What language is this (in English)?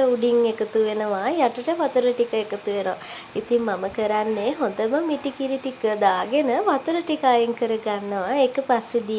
Sinhala